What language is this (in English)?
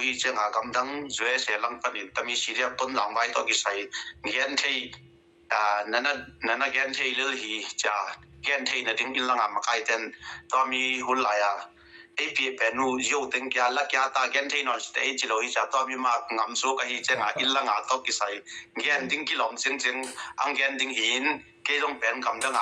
Tedim Chin